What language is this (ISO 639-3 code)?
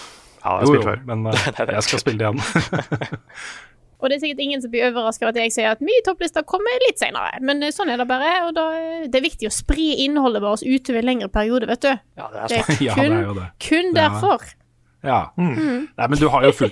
nor